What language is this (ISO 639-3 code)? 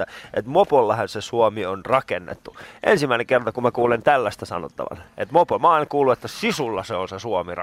fin